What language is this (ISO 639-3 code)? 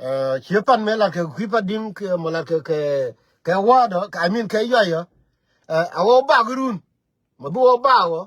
nus